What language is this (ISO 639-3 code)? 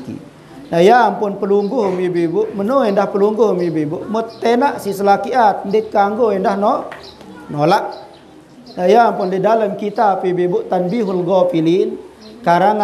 sas